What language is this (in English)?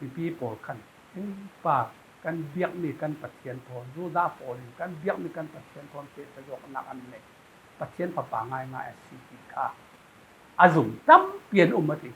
Falam Chin